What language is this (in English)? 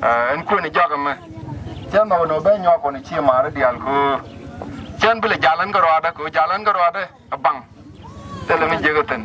Nuer